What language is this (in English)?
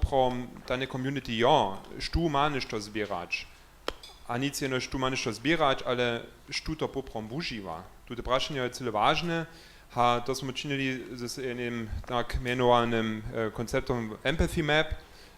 Upper Sorbian